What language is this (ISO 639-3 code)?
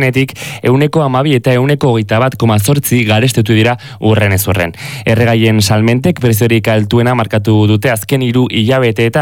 eus